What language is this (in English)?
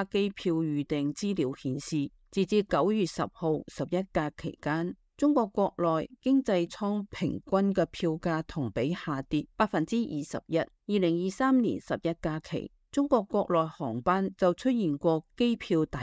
Cantonese